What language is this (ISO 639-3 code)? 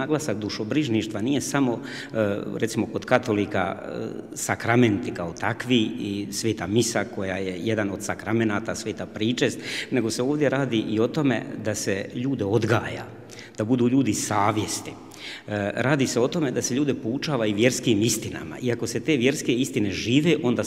hrv